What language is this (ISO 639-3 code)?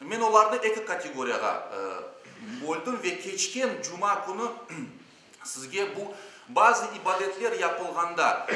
crh